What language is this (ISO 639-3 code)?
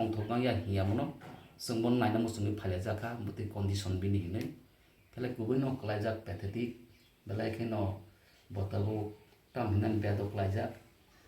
trp